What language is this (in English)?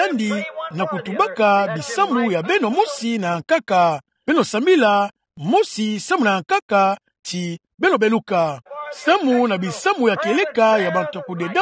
Kituba (Democratic Republic of Congo)